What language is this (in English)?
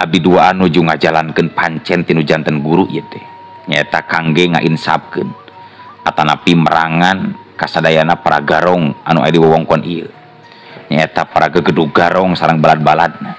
Sundanese